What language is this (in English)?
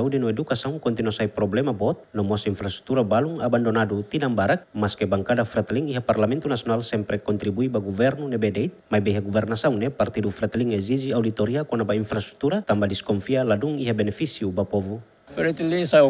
Tetum